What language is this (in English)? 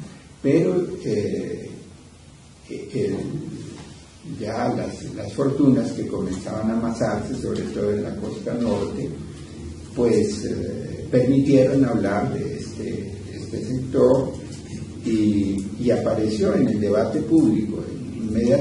Spanish